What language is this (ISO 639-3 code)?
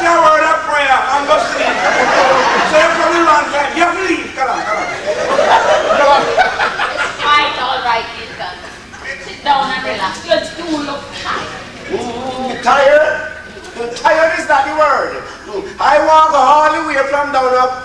jam